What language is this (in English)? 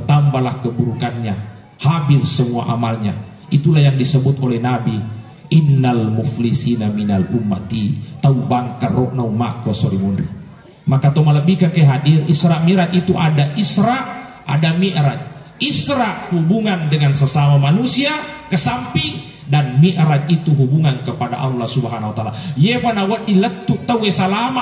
Buginese